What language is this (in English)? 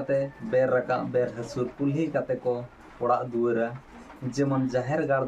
Santali